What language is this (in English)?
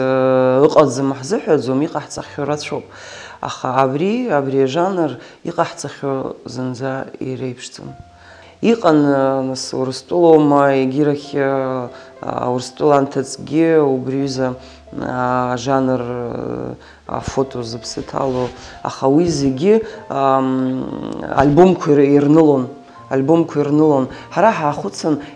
Abkhazian